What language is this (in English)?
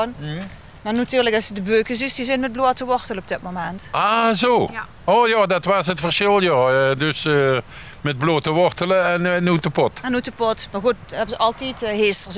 Limburgish